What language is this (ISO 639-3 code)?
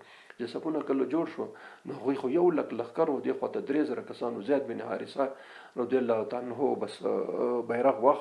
pus